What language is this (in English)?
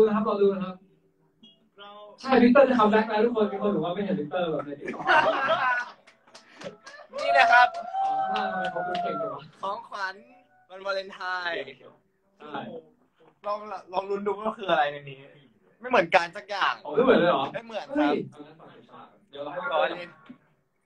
Thai